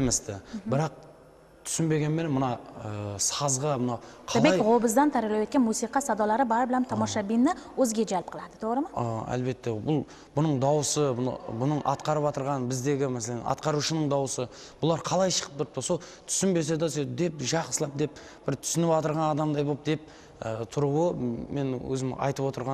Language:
Kara-Kalpak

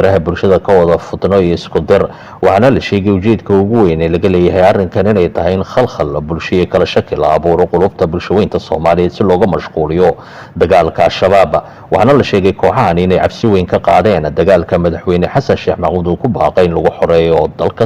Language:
Somali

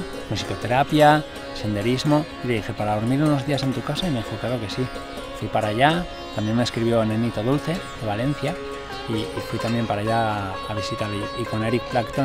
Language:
Spanish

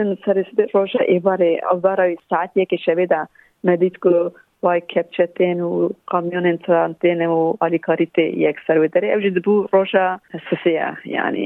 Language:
Kurdish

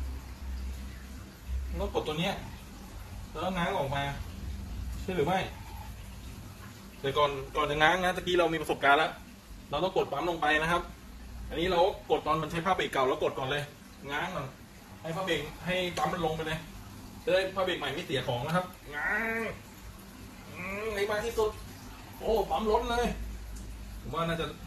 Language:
Thai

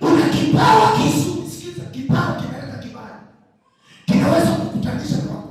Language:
Swahili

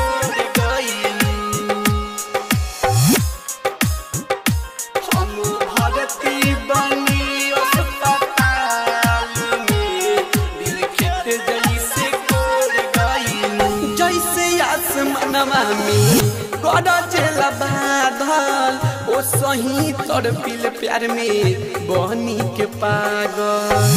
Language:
Bhojpuri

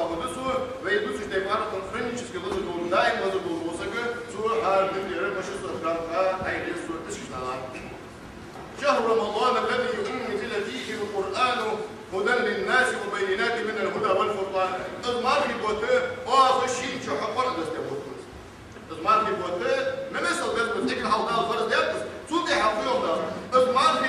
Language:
Ingush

